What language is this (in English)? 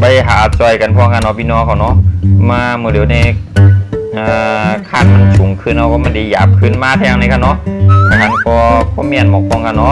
Shan